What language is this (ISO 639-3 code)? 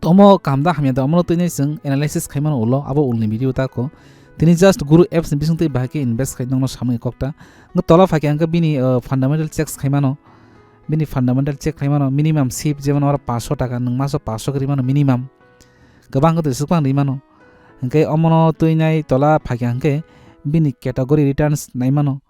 trp